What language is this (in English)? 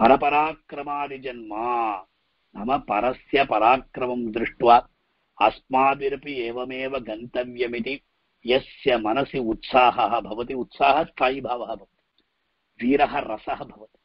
Sanskrit